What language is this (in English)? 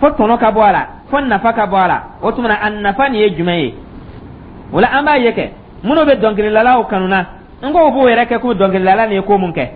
Dyula